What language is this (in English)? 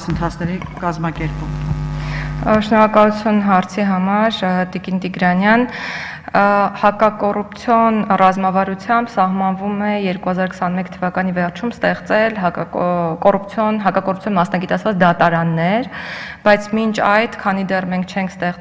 Armenian